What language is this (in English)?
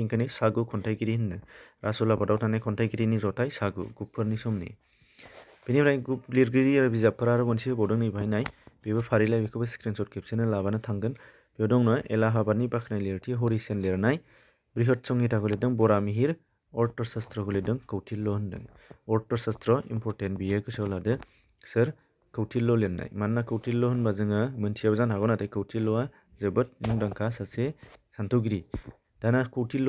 Bodo